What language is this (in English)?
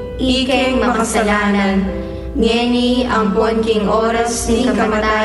Pampanga